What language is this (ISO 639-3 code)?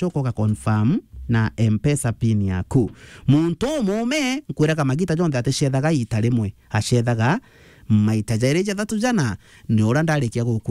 mer